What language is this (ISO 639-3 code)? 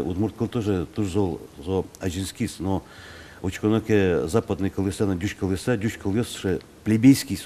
udm